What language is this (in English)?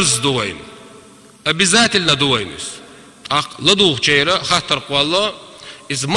Chechen